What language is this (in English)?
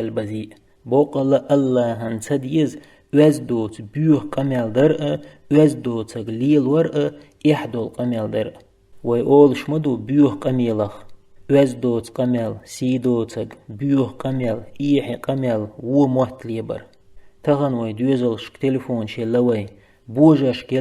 Chechen